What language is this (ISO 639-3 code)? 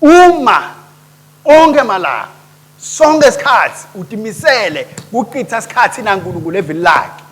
ssw